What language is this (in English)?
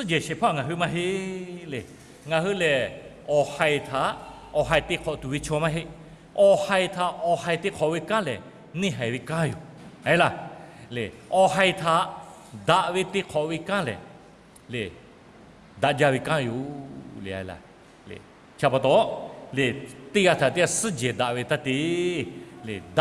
Lahu